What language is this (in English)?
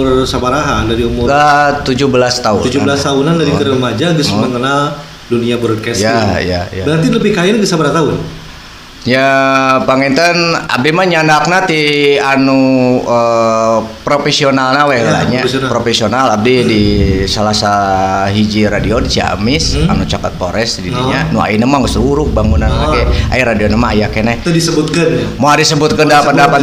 Sundanese